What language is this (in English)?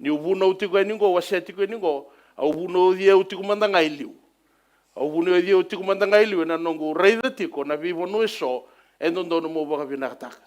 Fijian